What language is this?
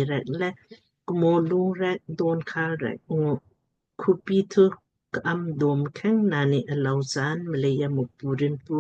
Lamkang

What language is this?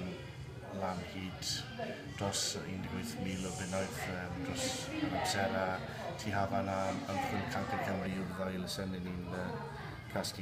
Welsh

